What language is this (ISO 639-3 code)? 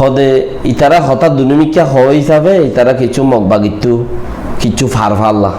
rhg